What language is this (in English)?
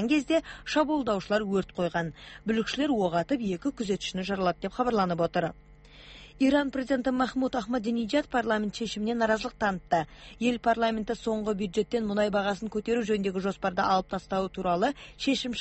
Kazakh